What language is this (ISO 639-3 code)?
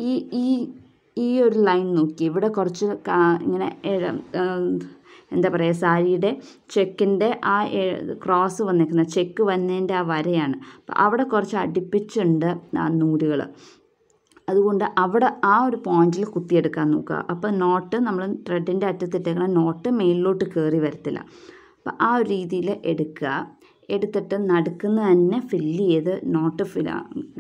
mal